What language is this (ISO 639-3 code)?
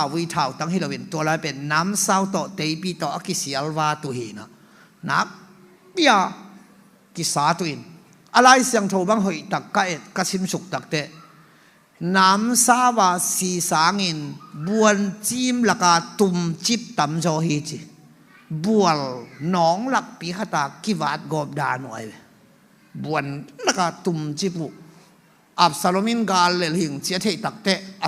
ctd